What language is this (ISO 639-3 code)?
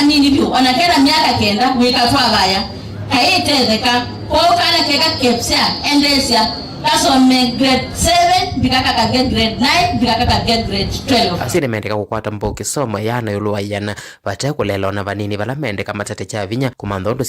kam